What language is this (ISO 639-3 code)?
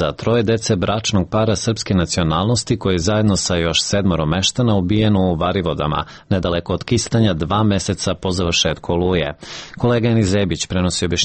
srp